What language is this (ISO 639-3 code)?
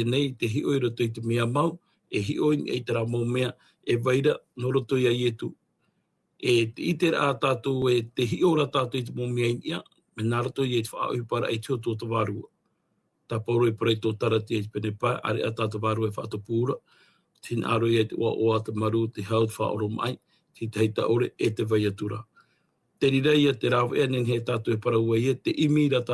tah